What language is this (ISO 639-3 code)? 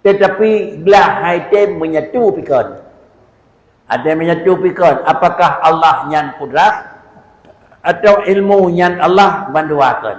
ace